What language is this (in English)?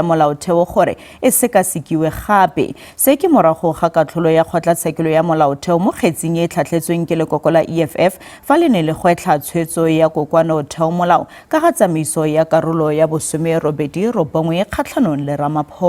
Tswana